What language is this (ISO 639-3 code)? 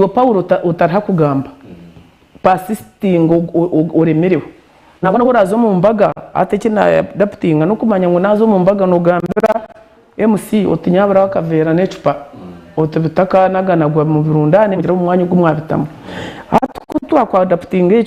nyn